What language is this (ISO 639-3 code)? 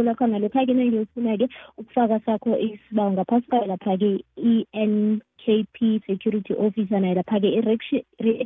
nbl